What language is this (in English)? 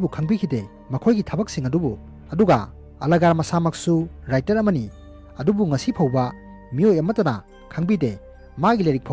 Manipuri